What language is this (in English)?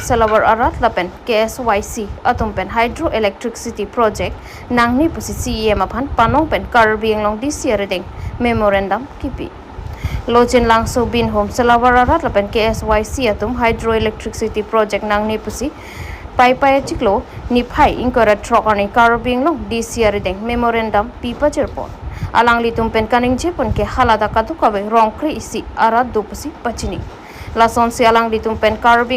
Karbi